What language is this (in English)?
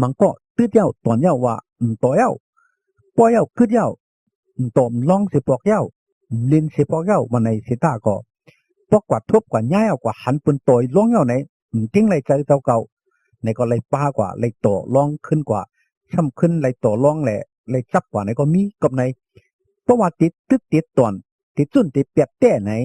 Shan